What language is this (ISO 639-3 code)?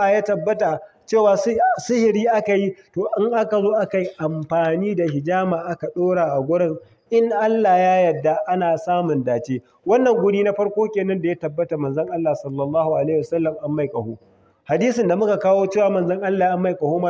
hau